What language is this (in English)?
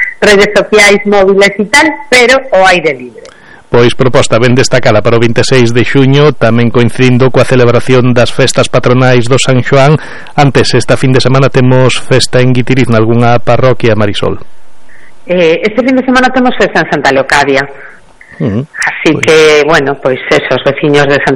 Galician